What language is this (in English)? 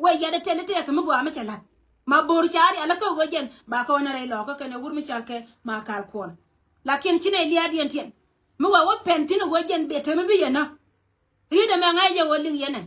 Nuer